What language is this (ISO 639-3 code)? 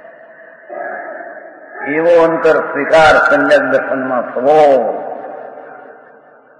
guj